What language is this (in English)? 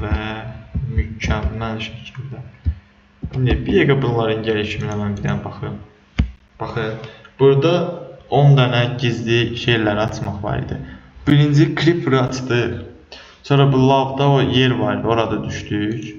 Azerbaijani